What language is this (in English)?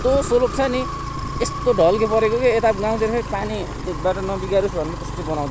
Nepali